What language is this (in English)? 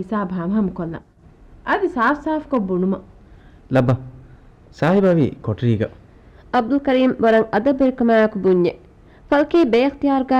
Divehi